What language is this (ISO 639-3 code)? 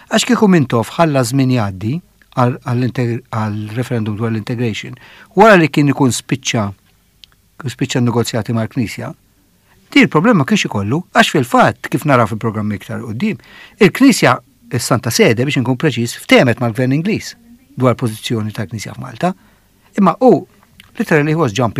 mlt